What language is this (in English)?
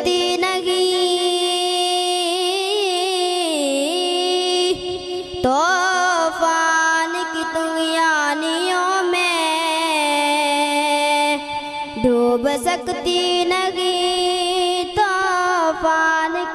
Urdu